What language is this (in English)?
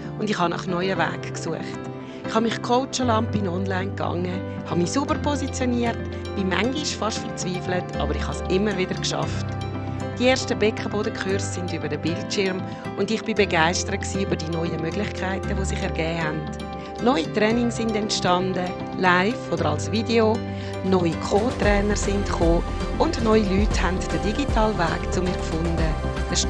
Swiss German